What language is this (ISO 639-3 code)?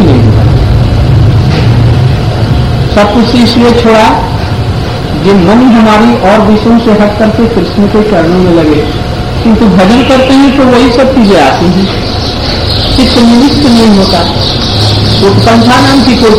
hin